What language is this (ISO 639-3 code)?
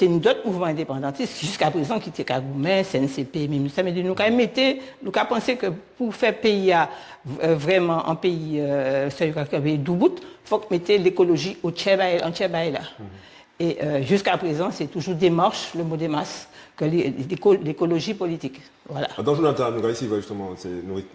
gcf